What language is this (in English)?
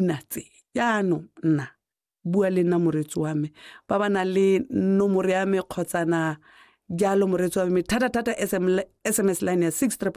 Tswana